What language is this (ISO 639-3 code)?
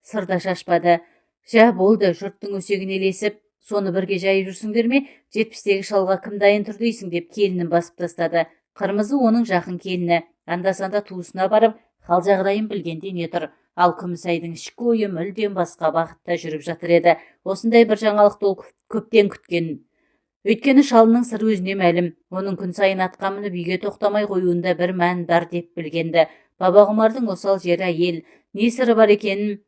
kaz